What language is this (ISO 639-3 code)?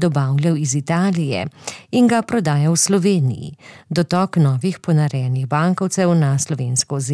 slv